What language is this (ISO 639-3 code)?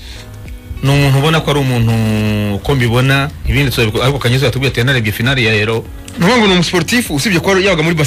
kin